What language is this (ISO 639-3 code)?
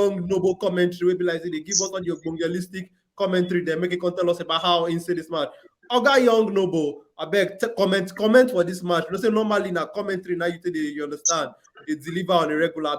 pcm